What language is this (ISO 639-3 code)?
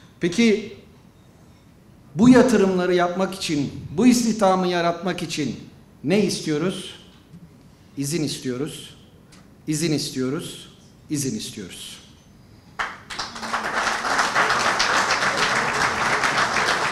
tur